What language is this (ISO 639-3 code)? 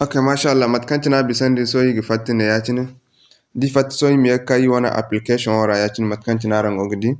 dje